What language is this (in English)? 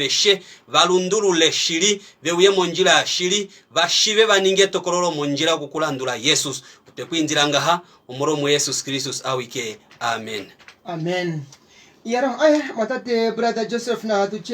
Kuanyama